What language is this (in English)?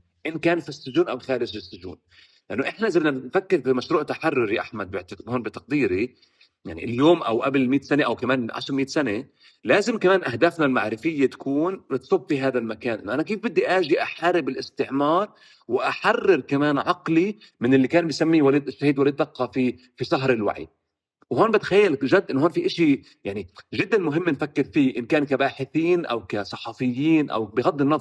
North Levantine Arabic